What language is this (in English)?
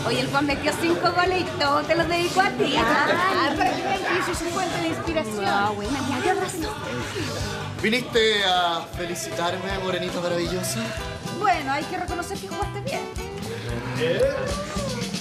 Spanish